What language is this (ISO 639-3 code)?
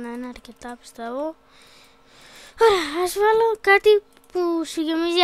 ell